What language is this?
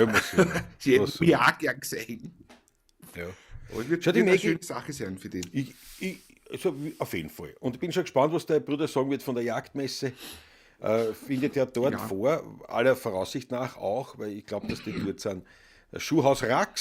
Bavarian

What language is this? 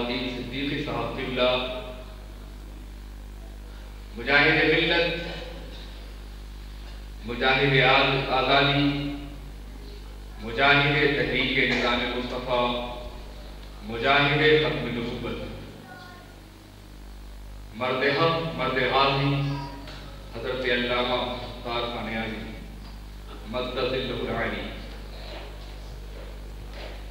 Urdu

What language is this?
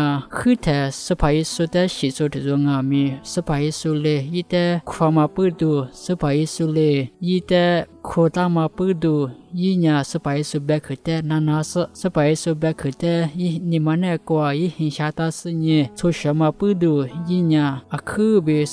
Lisu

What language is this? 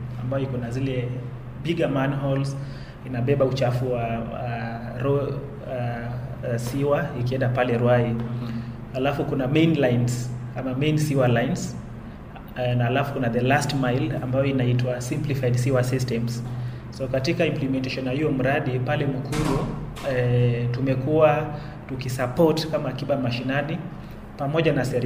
Swahili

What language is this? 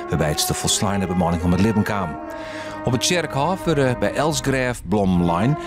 Western Frisian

